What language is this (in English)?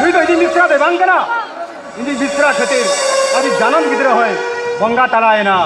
Santali